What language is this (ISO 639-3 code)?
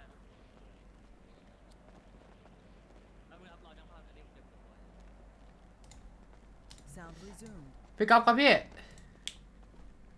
tha